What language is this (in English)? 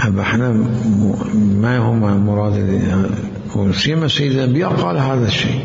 Mesopotamian Arabic